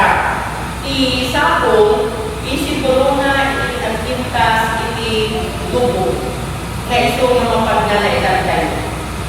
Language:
Iloko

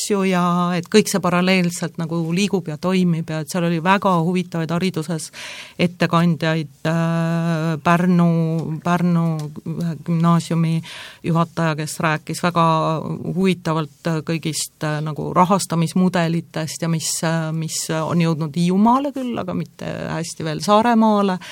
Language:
Estonian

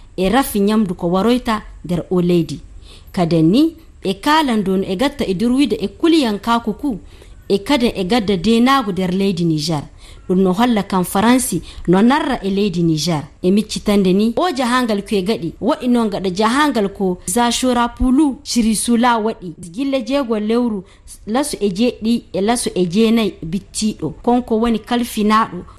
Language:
Fula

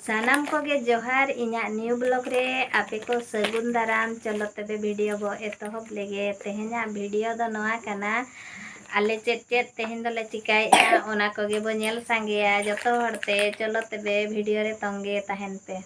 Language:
Santali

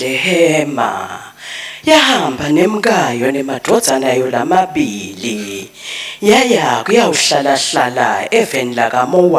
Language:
Swati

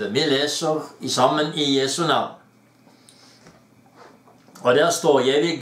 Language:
Norwegian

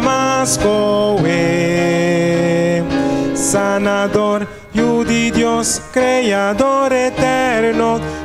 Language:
Papiamento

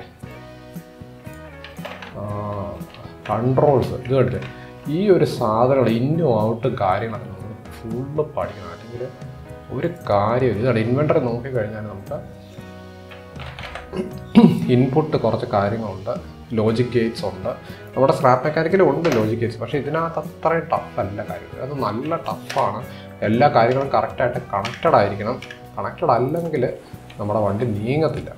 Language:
Malayalam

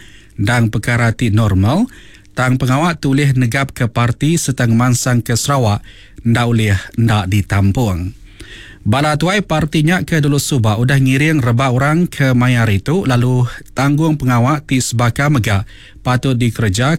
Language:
Iban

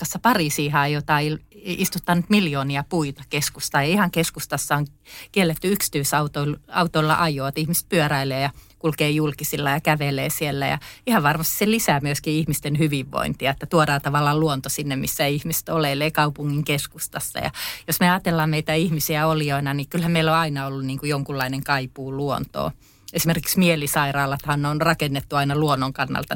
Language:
Finnish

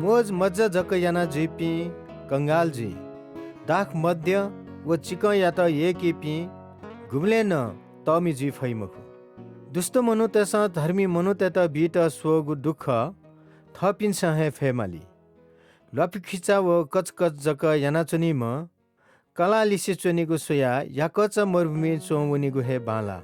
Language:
Newari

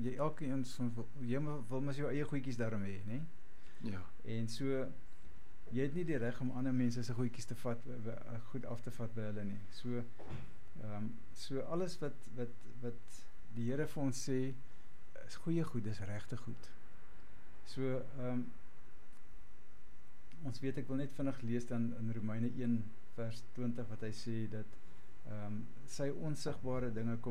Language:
Afrikaans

